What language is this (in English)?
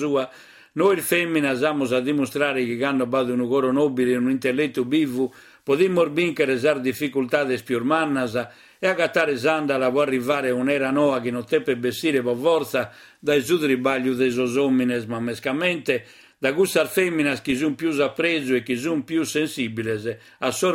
Sardinian